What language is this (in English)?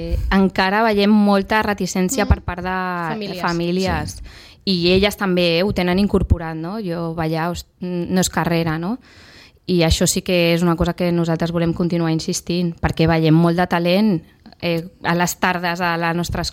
Catalan